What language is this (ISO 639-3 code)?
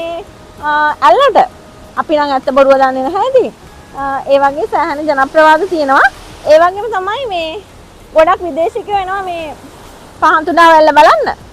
sin